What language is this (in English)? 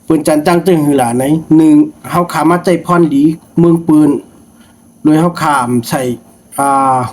Shan